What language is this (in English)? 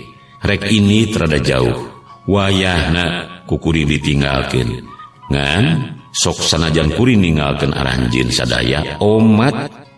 Sundanese